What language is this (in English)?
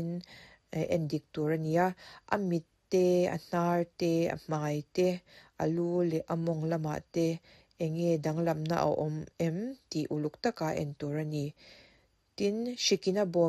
Mizo